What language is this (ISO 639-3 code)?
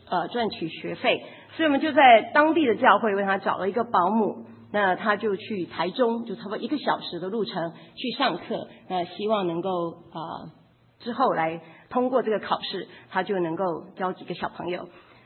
zho